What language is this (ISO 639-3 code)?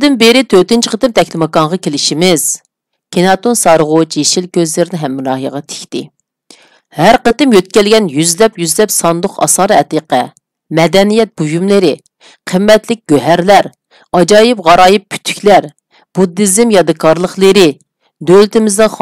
uig